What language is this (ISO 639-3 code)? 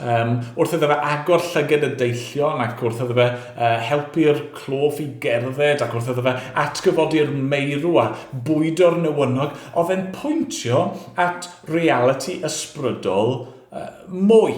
cym